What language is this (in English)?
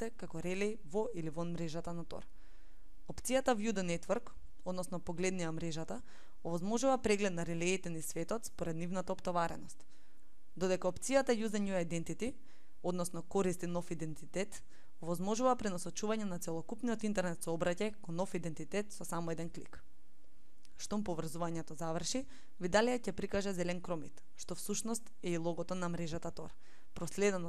Macedonian